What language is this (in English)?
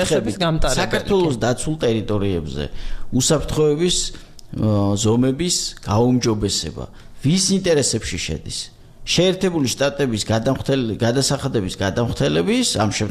Georgian